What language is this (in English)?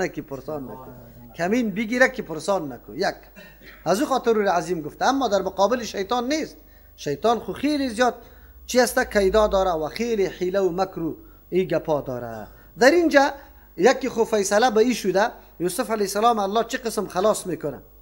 Persian